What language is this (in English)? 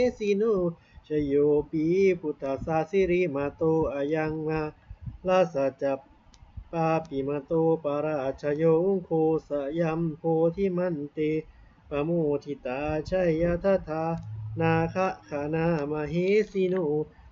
Pali